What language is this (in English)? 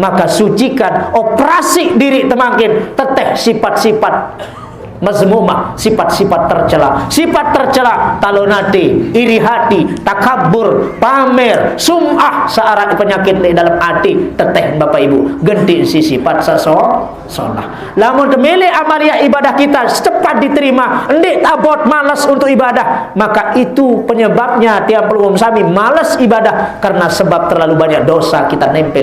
Sasak